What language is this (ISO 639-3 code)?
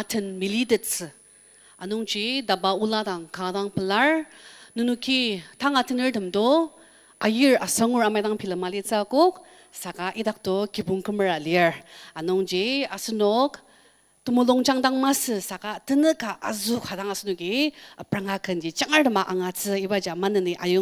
njo